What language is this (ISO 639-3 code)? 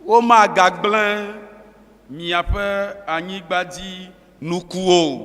ewe